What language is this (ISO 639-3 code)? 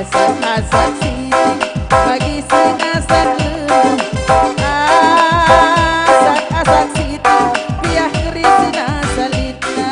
btx